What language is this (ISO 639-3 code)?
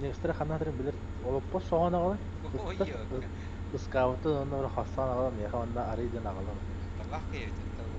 sah